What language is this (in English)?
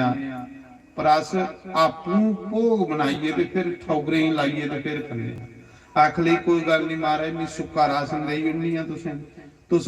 Dogri